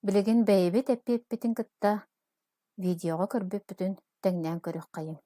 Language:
Yakut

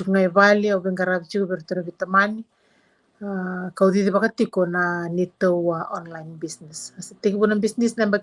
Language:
Fijian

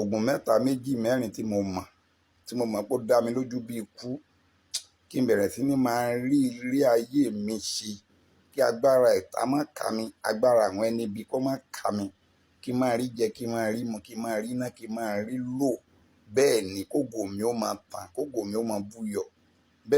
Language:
Yoruba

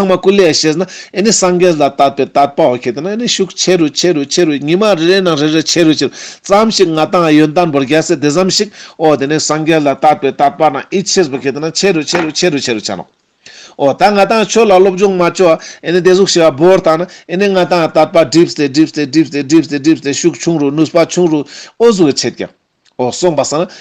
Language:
Ladakhi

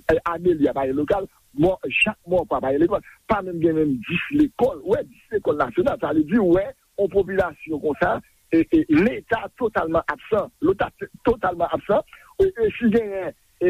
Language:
Haitian Creole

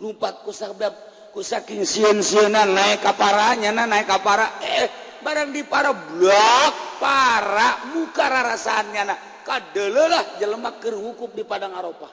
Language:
Sundanese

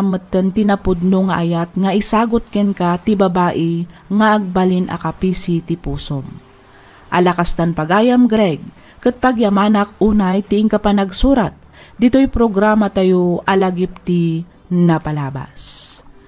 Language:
Iloko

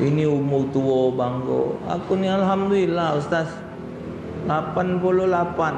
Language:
Musi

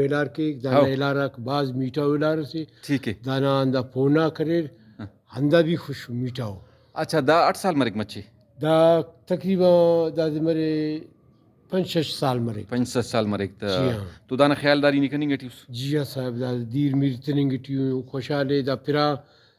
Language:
Brahui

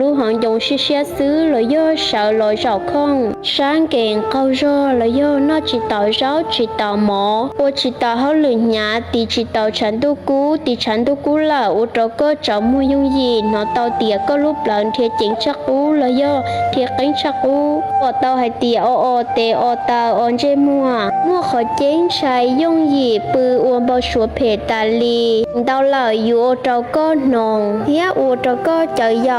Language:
Hmong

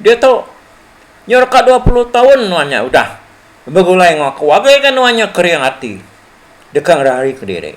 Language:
Iban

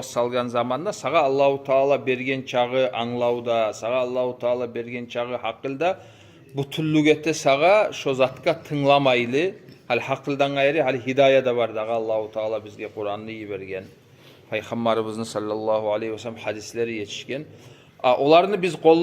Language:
Kumyk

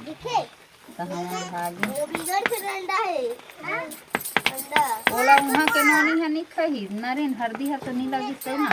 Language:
Chhattisgarhi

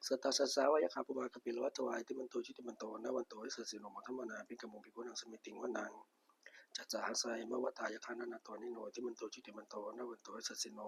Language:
Pali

